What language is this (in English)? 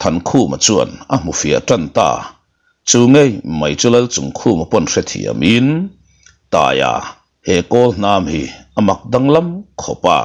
Mizo